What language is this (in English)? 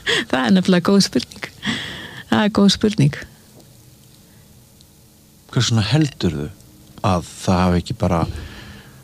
Icelandic